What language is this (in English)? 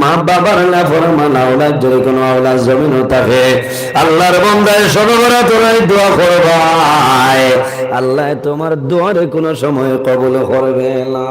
Sylheti